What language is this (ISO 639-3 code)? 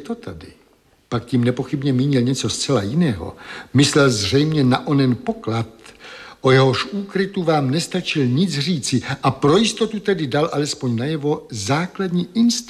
ces